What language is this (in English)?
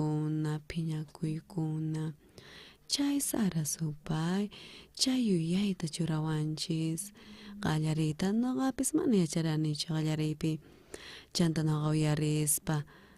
South Bolivian Quechua